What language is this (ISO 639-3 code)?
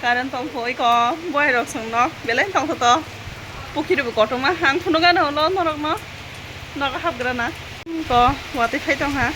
trp